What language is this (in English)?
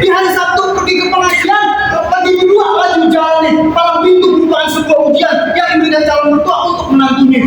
Betawi